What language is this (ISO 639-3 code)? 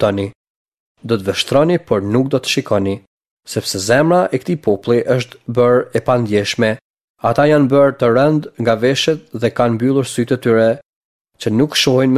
sqi